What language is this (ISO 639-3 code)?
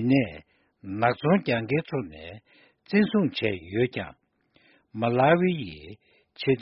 bod